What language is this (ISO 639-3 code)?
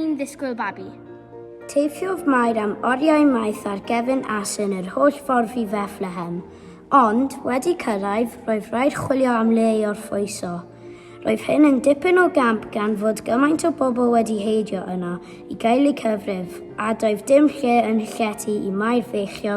cym